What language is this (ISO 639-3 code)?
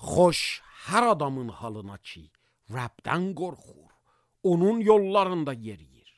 aze